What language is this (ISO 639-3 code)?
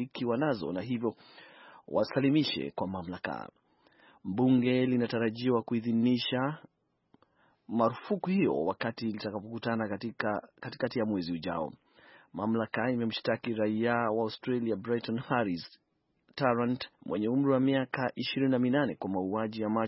swa